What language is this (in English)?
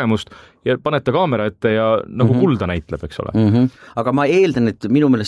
Estonian